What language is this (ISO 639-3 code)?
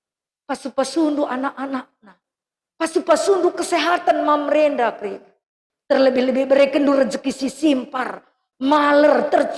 btx